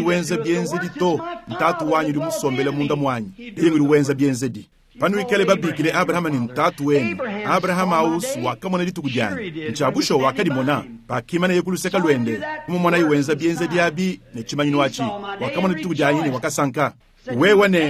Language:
Luba-Lulua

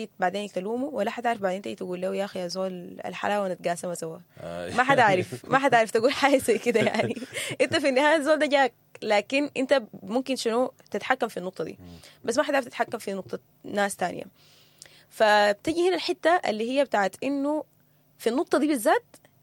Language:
Sudanese Arabic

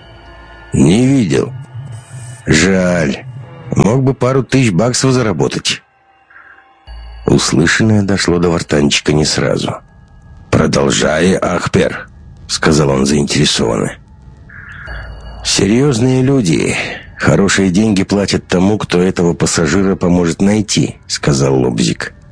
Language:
Russian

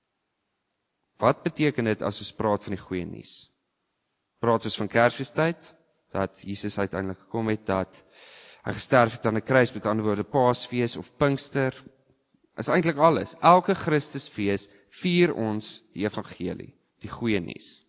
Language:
Afrikaans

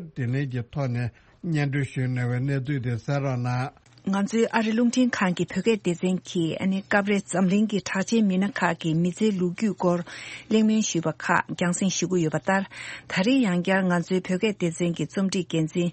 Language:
Tibetan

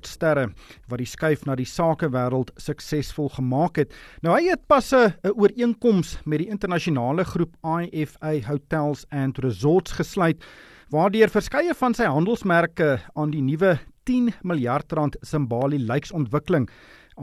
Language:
Afrikaans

